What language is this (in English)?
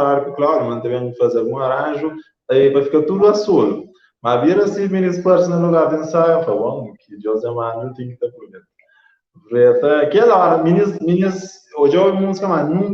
Kabuverdianu